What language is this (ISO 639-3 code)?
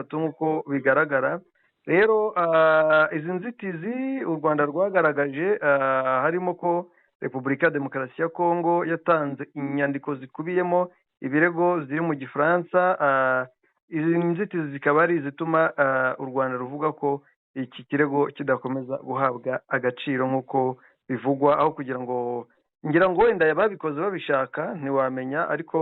kin